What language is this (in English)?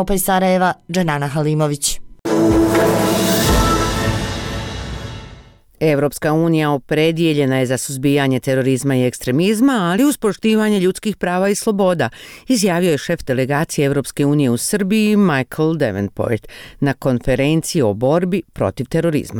Bosnian